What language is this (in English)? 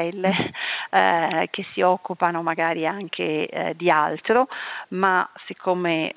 Italian